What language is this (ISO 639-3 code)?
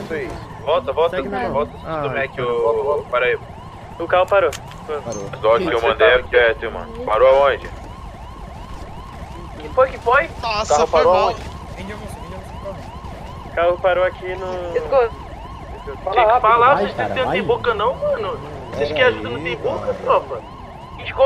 por